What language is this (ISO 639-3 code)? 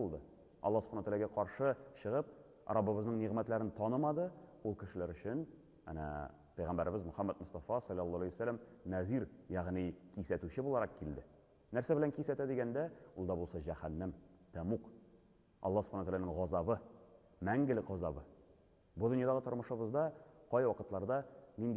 tat